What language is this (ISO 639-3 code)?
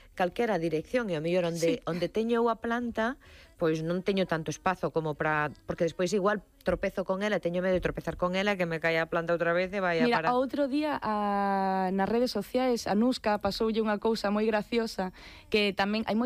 glg